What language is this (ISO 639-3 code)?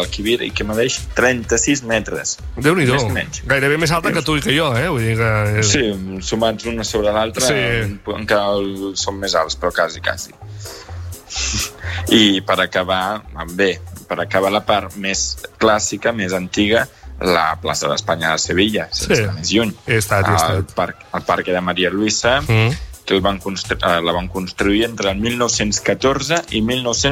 cat